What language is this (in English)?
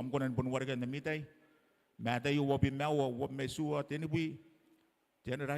Gilbertese